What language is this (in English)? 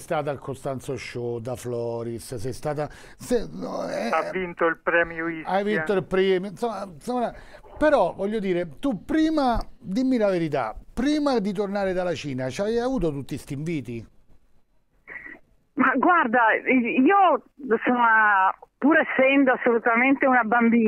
Italian